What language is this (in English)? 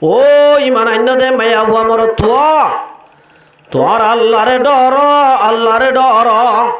Rohingya